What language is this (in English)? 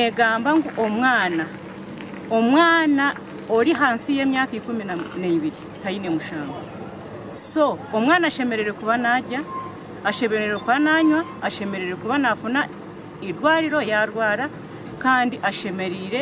Nyankole